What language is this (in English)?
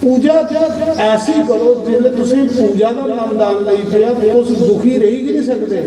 Dogri